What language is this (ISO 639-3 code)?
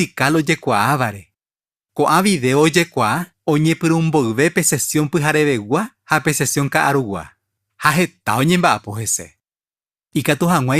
grn